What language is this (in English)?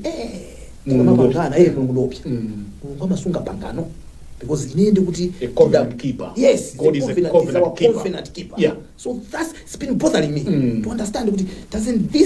Nyanja